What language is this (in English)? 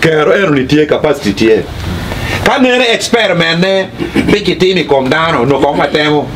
Acoli